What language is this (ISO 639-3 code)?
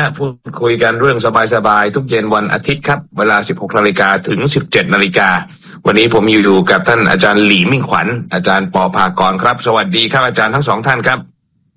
tha